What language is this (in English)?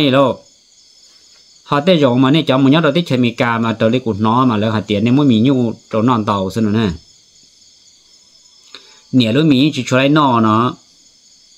Vietnamese